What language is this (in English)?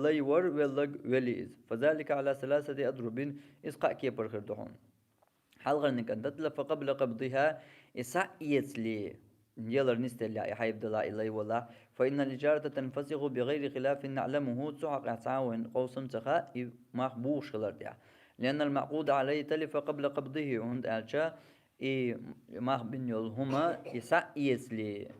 Chechen